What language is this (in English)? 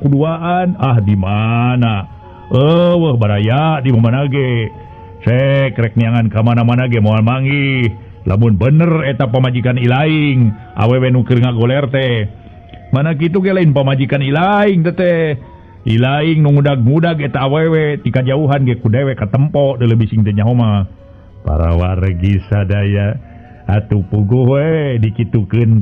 Sundanese